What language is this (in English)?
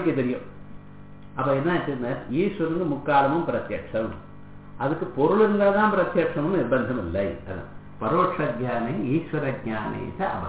Tamil